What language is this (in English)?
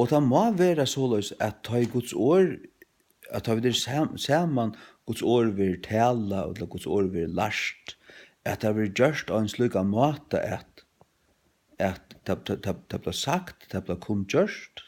Faroese